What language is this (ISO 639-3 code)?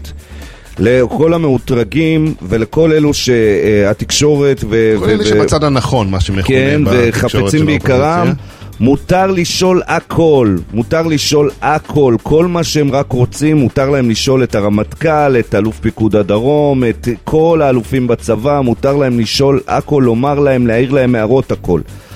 heb